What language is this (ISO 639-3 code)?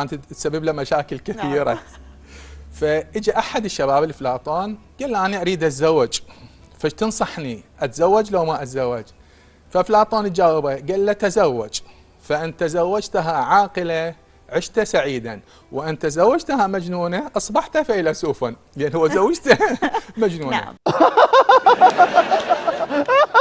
acm